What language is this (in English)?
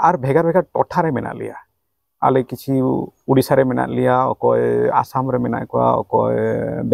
Santali